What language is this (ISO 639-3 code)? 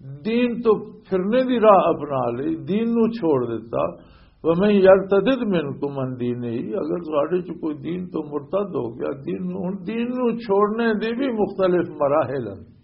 lah